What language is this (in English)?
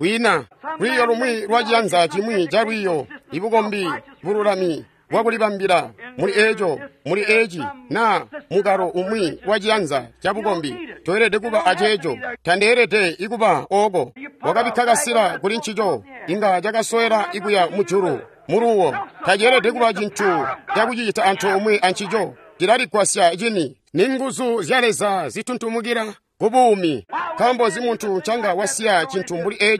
Tonga (Zambia)